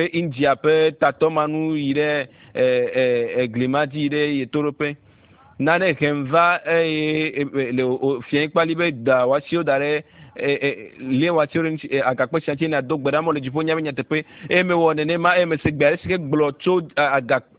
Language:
Ewe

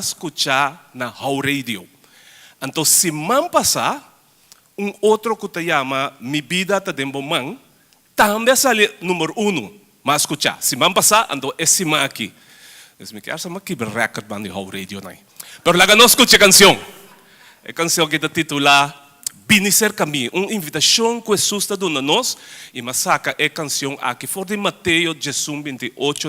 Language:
Papiamento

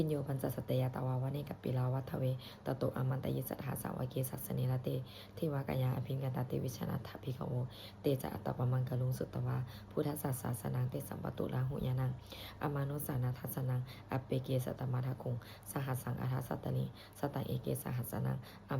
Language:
Pali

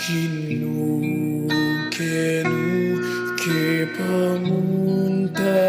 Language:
Pampanga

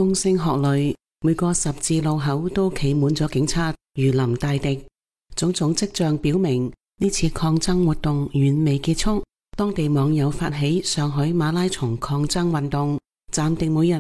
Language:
Cantonese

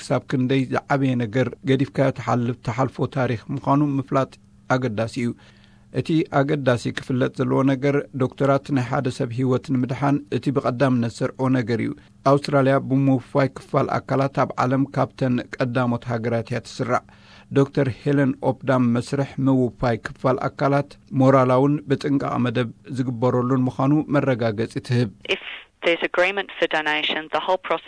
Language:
Tigrinya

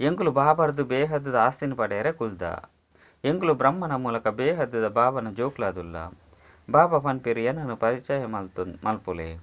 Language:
Tulu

